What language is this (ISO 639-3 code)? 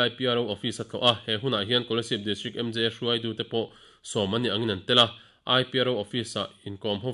lus